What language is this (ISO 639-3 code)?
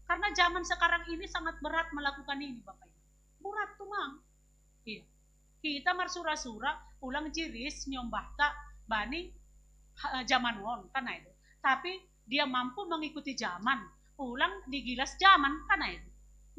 bts